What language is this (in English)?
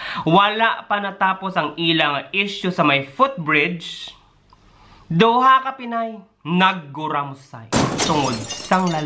Hiligaynon